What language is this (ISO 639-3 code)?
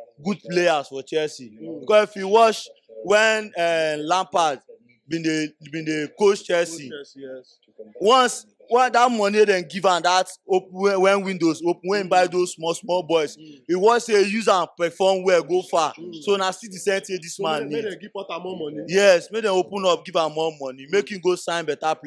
pcm